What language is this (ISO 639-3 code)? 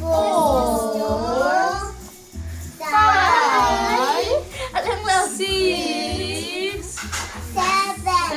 lus